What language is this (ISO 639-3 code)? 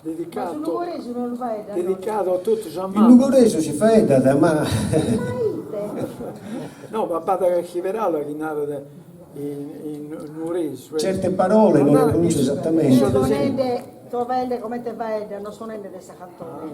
srd